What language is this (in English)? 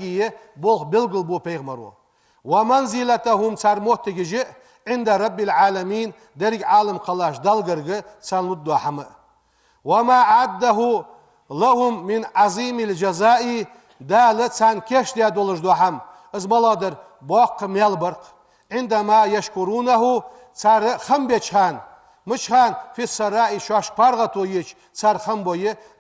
Ingush